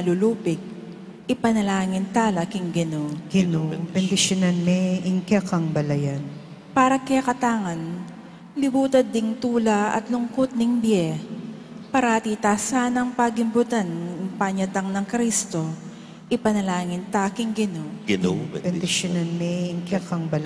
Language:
Pampanga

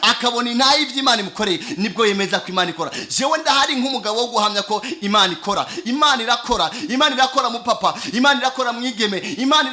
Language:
Rundi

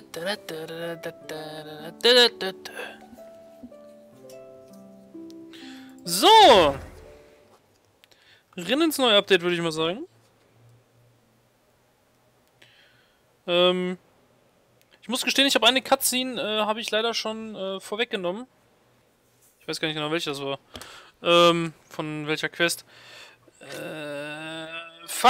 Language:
German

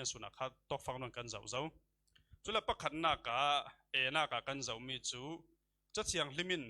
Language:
Falam Chin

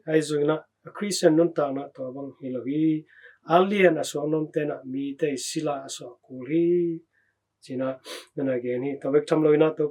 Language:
Tedim Chin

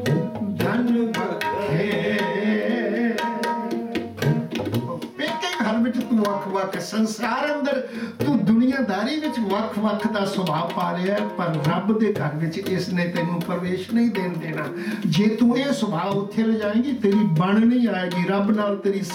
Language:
Punjabi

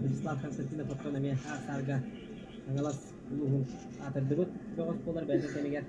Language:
Yakut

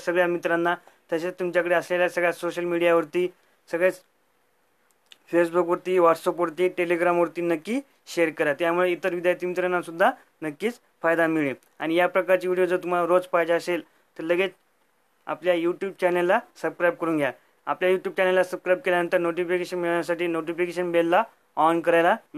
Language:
Marathi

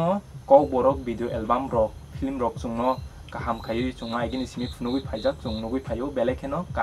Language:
Kok Borok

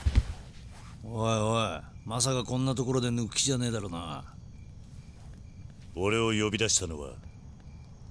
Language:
Japanese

